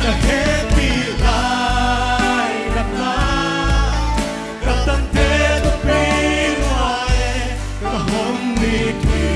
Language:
Paite Chin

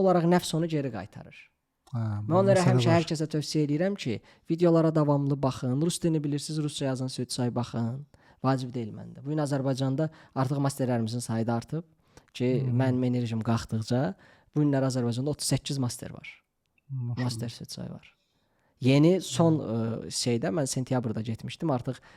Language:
Azerbaijani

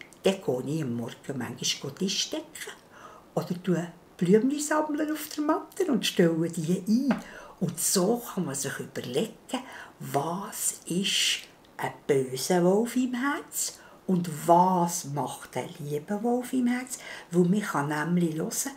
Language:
Swiss German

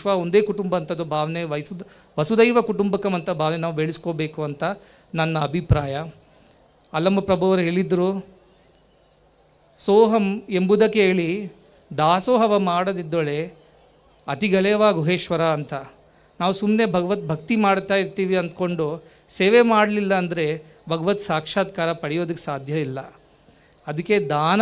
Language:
Kannada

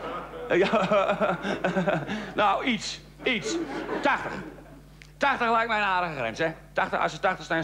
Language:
Dutch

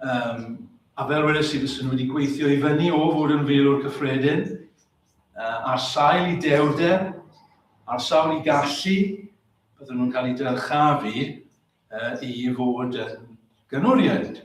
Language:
Welsh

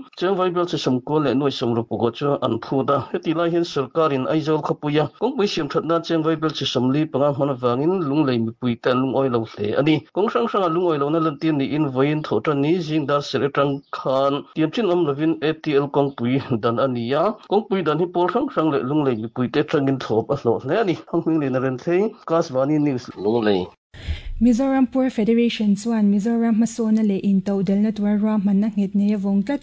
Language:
Mizo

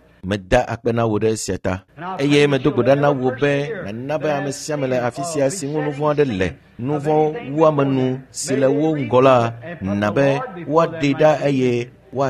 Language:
Ewe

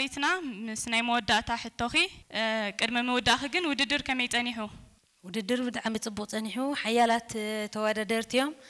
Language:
Tigrinya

